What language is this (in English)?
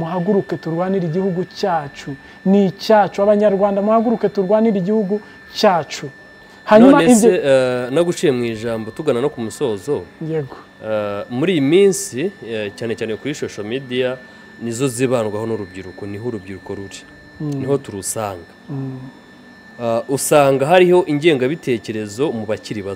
Kinyarwanda